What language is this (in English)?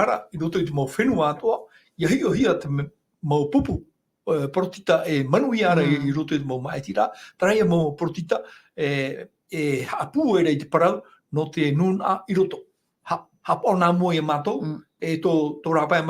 Tahitian